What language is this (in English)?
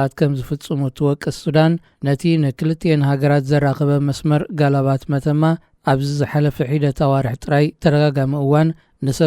Tigrinya